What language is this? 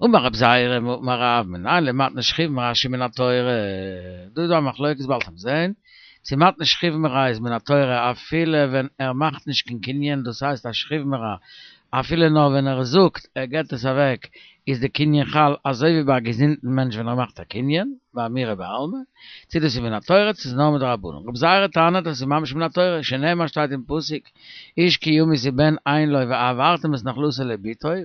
Yiddish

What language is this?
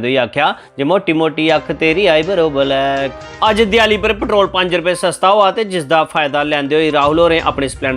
Dogri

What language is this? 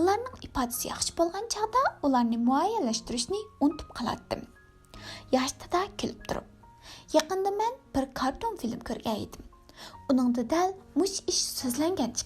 Uyghur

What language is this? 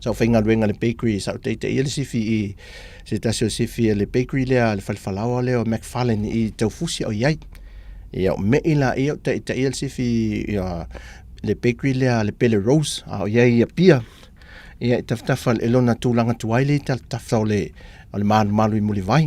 Samoan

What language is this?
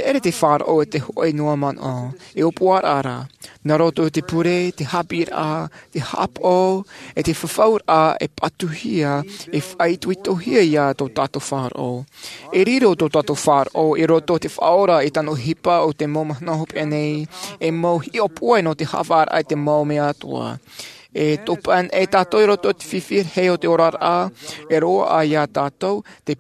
Tahitian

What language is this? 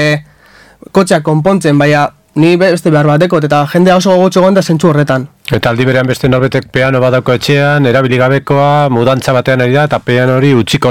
Basque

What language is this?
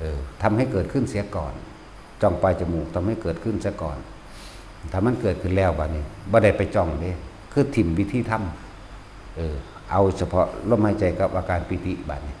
Northeastern Thai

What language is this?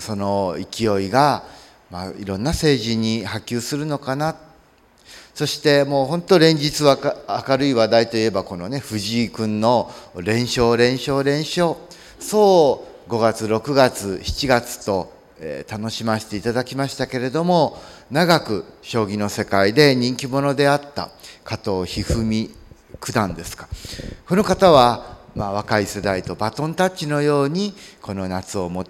Japanese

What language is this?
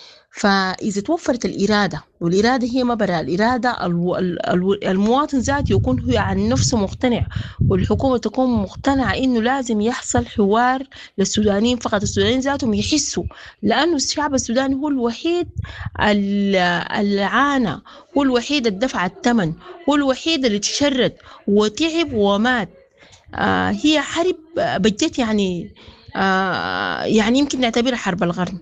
Sudanese Arabic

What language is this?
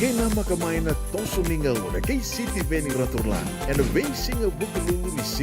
Fijian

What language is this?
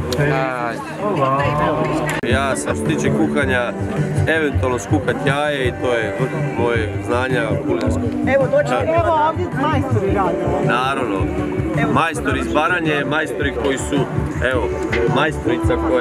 Croatian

